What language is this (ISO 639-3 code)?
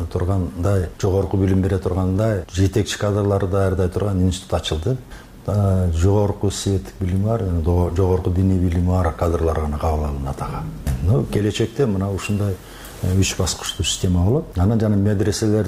kir